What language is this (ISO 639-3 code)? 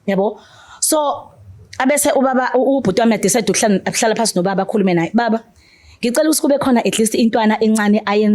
zul